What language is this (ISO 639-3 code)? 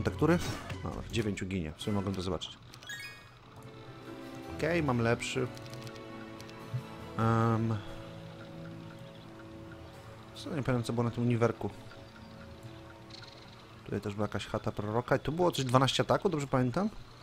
pol